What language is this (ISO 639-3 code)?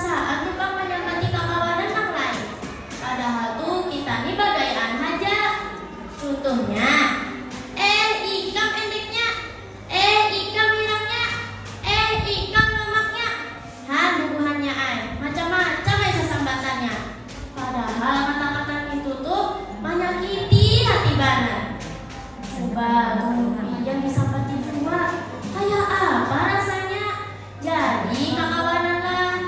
bjn